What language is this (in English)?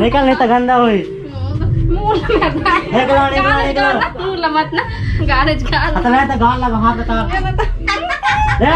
Chhattisgarhi